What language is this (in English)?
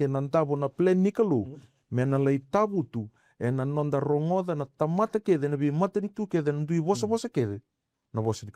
Fijian